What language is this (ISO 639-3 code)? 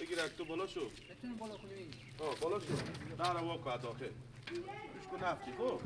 fas